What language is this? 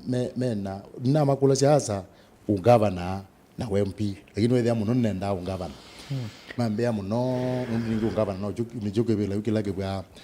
Kamba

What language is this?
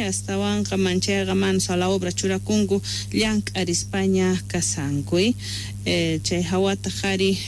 South Bolivian Quechua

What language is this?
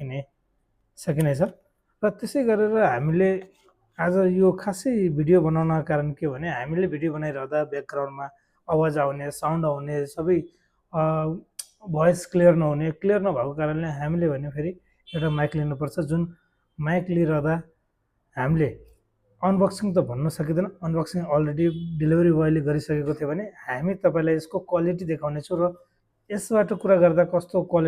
Nepali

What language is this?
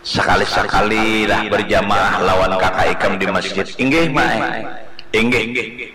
Banjar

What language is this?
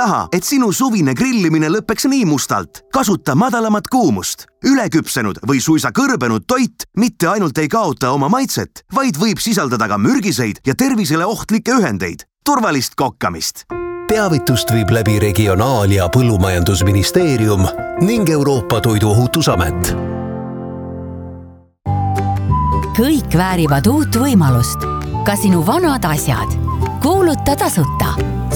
Estonian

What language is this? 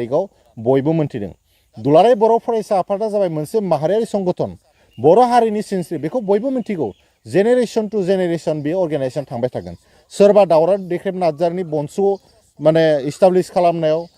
Bodo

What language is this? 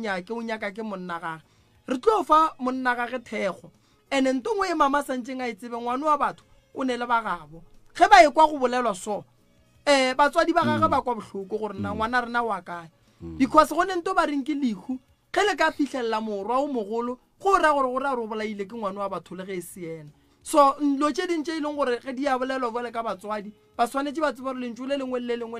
Northern Sotho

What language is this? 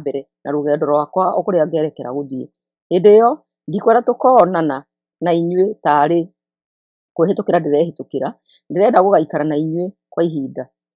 Kikuyu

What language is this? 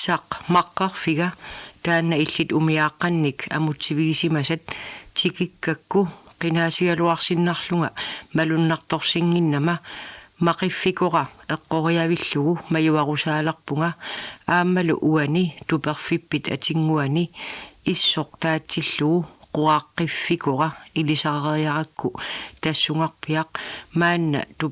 Kalaallisut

